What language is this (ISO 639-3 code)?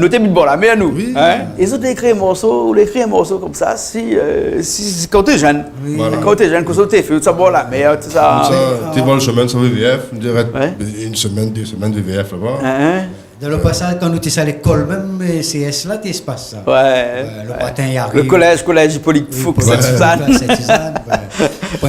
rcf